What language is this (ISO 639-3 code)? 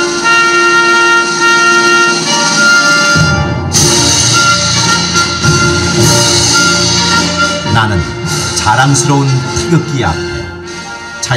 kor